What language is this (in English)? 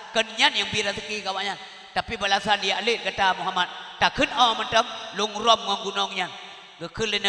Achinese